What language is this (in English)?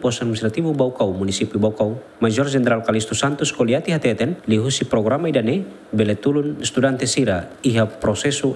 Tetum